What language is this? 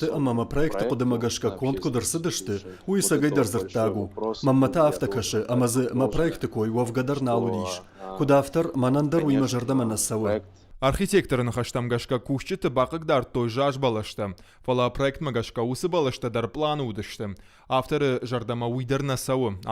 Ossetic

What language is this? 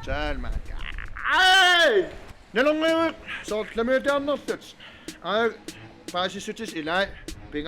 Kalaallisut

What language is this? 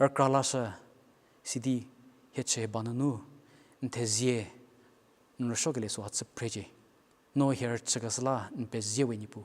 Angami Naga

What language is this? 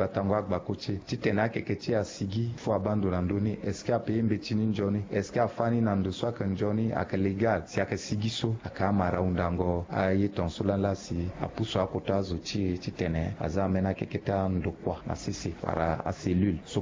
Sango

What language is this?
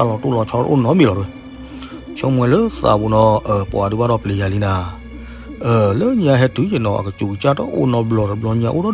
S'gaw Karen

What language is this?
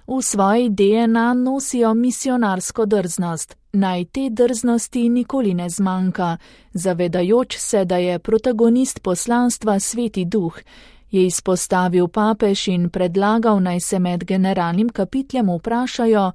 Slovenian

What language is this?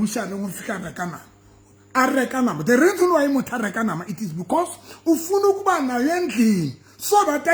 Southern Sotho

